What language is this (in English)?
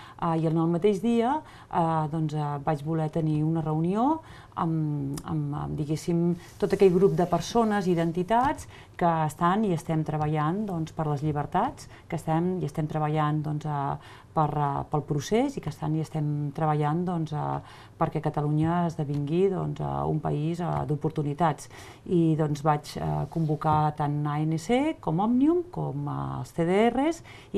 Catalan